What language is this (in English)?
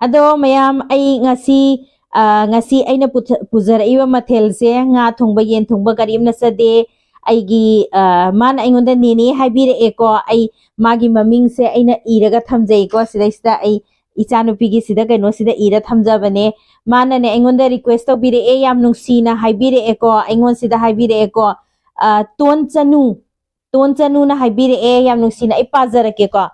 Manipuri